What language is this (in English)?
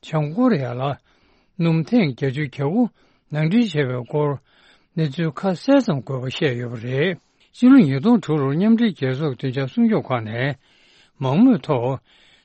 Tibetan